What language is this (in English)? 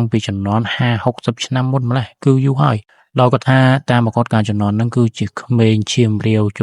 Khmer